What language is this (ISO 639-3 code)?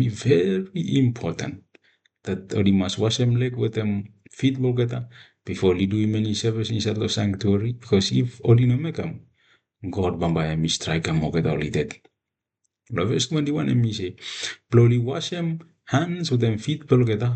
bis